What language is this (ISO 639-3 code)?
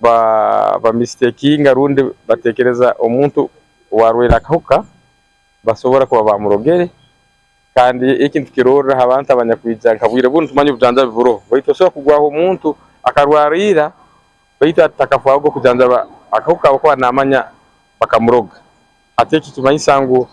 nyn